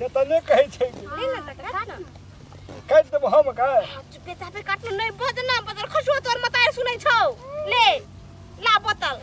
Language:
Maithili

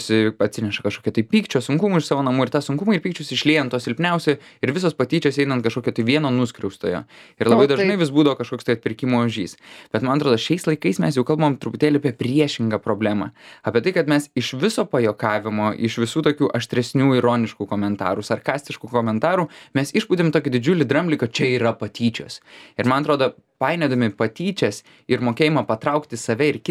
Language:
Lithuanian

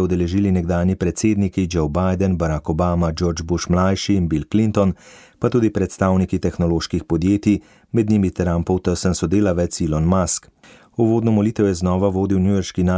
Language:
Slovenian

